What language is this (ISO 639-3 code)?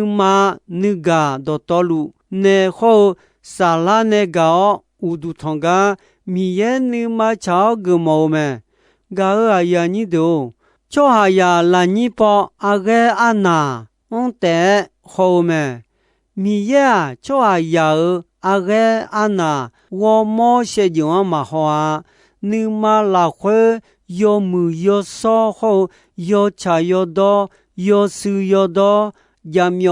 ahk